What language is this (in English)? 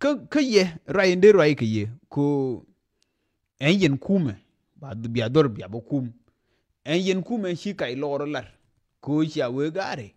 Nuer